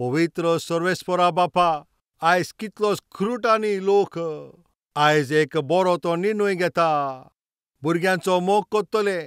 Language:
Konkani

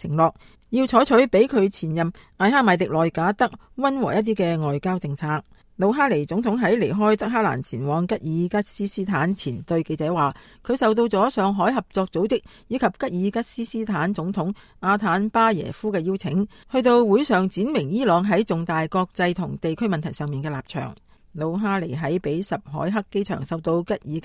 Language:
Cantonese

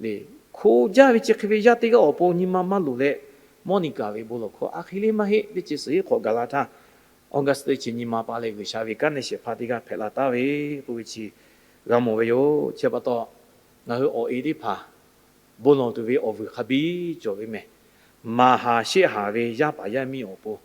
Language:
Lahu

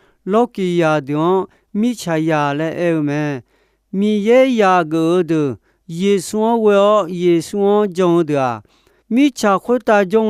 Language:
Akha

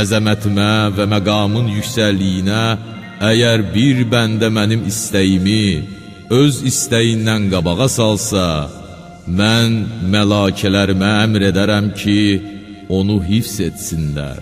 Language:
Azerbaijani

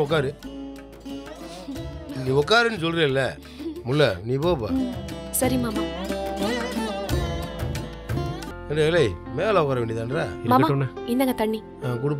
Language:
Tamil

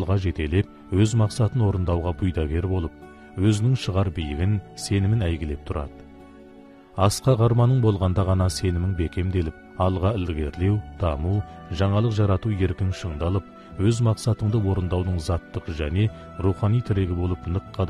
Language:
Kazakh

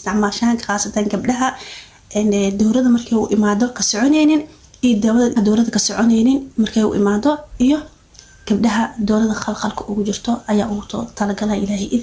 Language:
Somali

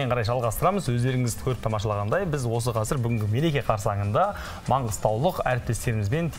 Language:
Kazakh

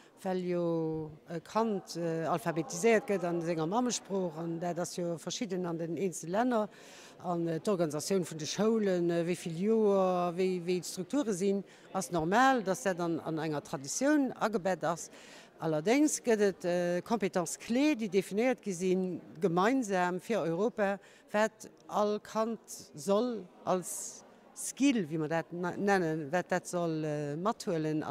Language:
Luxembourgish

